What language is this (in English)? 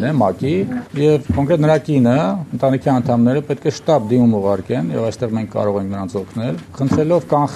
Armenian